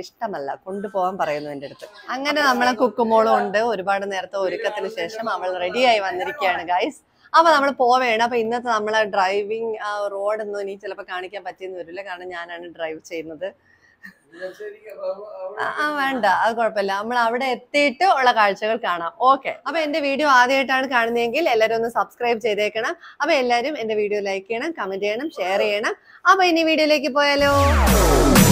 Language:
Malayalam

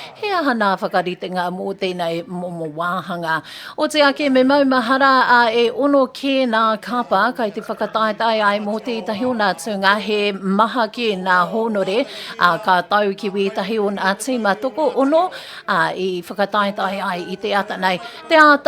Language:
Māori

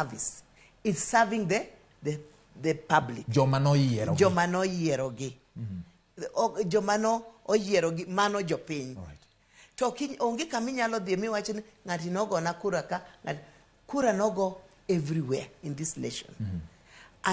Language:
Luo (Kenya and Tanzania)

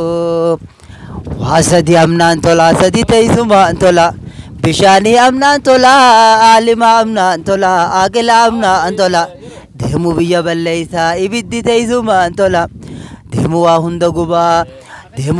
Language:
Oromo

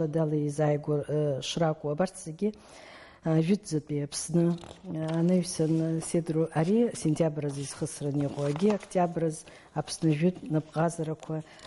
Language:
Abkhazian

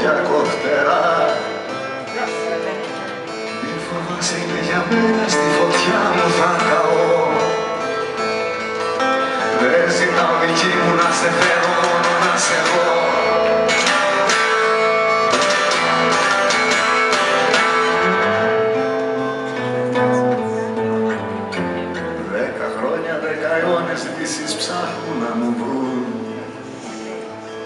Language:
Greek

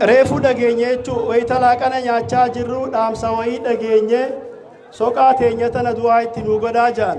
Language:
Oromo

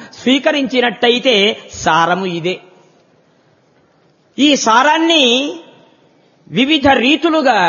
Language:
Telugu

